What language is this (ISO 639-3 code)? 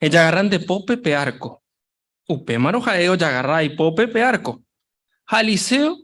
grn